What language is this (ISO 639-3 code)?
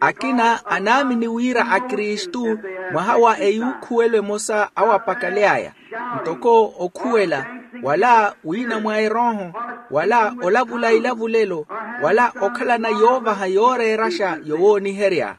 vmw